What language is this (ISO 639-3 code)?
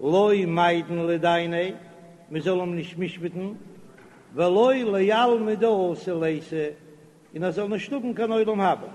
yid